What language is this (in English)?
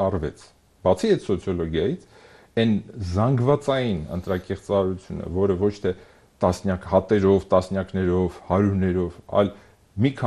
Armenian